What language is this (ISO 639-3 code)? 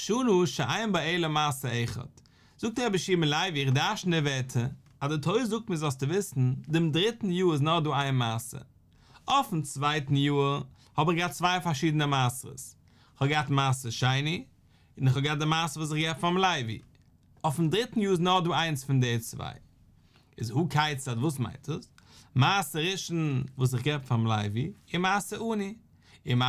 yid